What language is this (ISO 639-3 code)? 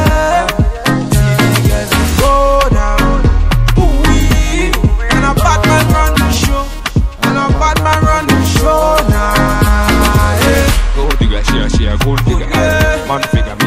jam